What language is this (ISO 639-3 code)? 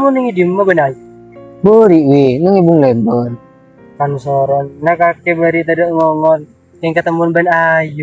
mad